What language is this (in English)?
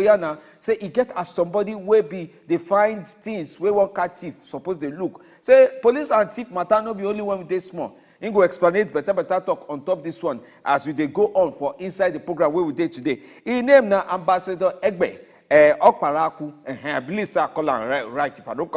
Nigerian Pidgin